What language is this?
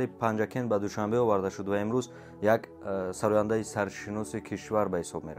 Tajik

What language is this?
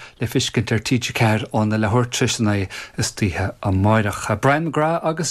Irish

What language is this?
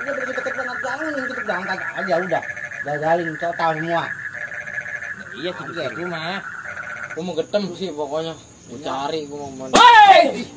Betawi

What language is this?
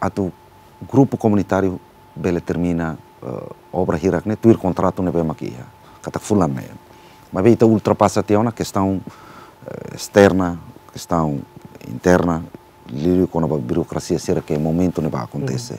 Tetum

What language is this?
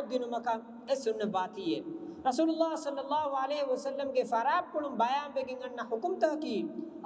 Divehi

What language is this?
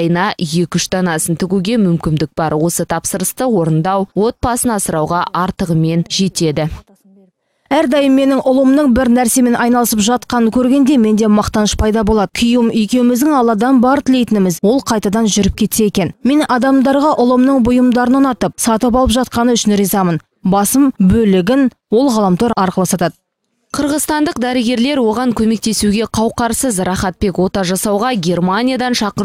Kazakh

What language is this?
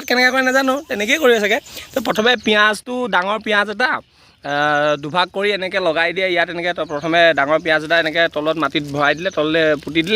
Assamese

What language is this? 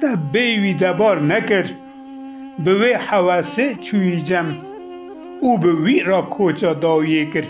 Kurdish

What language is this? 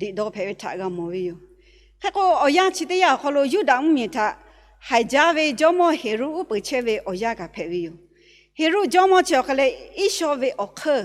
Lahu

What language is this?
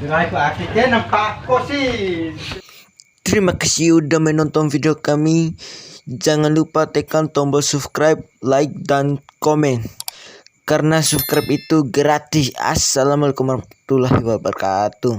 Bima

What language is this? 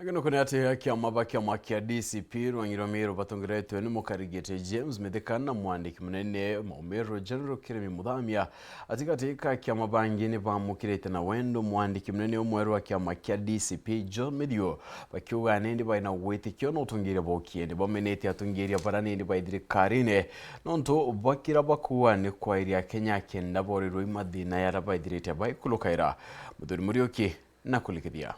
Meru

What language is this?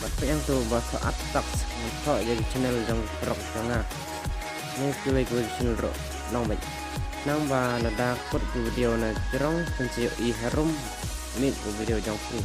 Khasi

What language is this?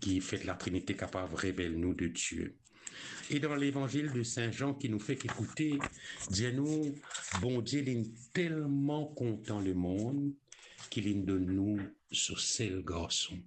Morisyen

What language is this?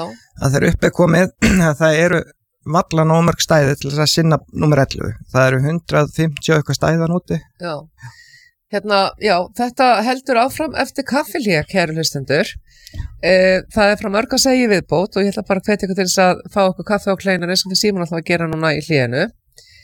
Icelandic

